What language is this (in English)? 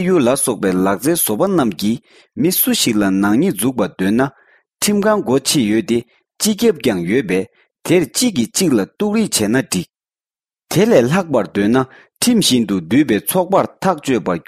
Tibetan